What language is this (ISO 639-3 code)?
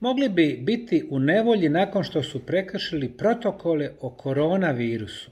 bos